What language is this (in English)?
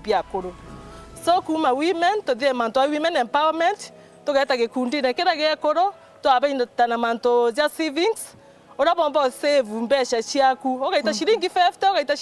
Meru